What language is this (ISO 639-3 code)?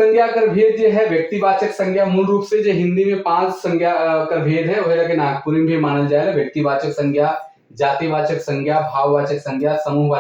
sck